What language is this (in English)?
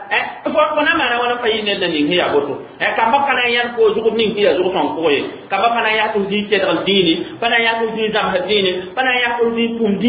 Mossi